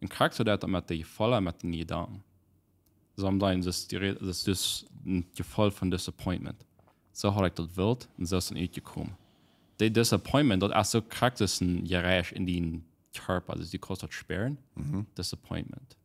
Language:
Plautdietsch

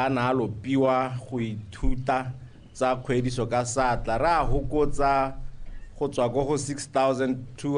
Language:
Tswana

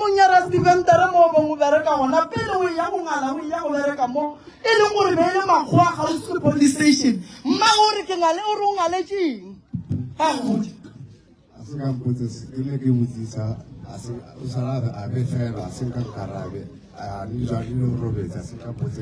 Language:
Northern Sotho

